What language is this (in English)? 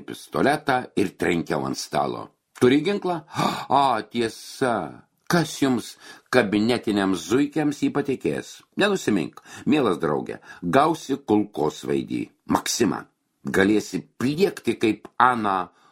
Lithuanian